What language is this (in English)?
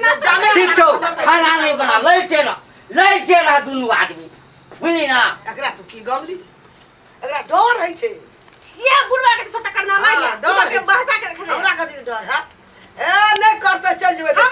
Maithili